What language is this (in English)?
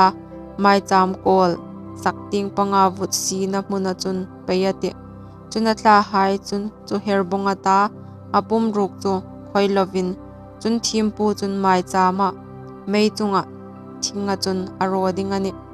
Hmar